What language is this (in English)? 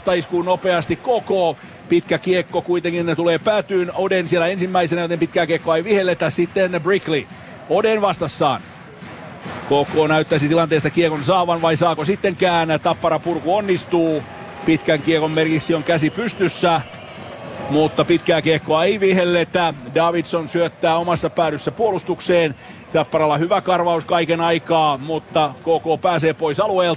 Finnish